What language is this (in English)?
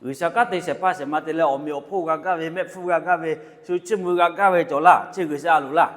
Lahu